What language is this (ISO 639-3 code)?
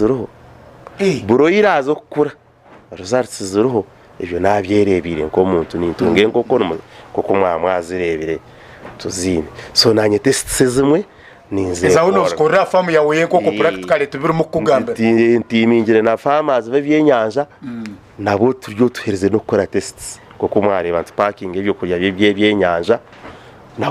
nyn